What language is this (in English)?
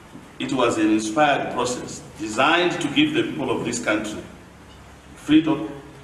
English